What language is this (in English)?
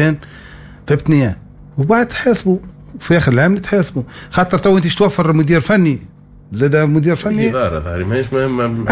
Tunisian Arabic